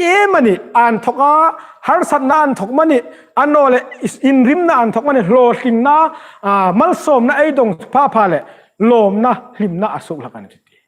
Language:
Hmar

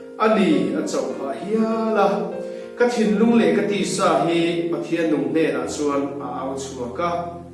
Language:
Hmar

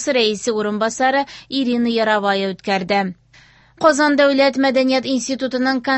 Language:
Tatar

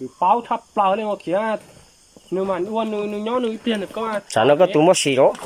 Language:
Hmong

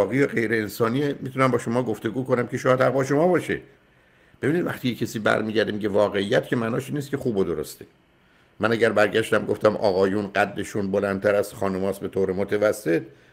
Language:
Persian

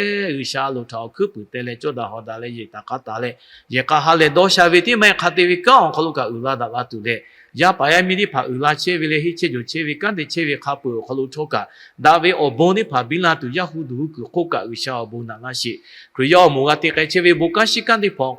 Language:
Lahu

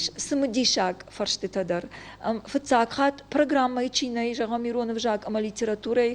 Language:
Ossetic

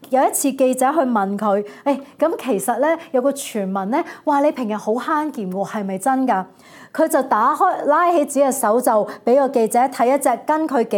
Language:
Cantonese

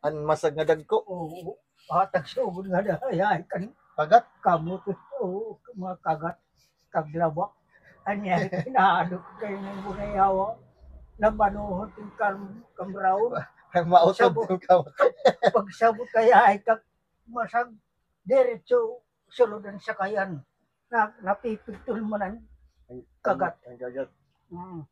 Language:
Waray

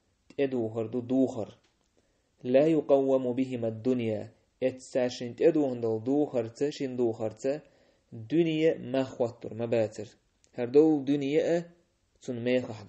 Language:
Chechen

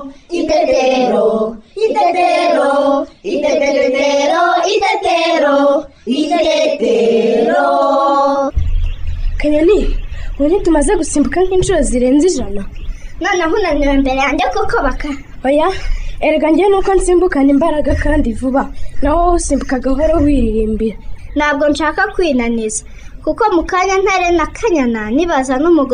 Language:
Kinyarwanda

